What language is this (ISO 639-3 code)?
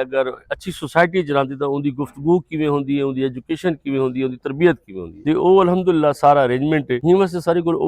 skr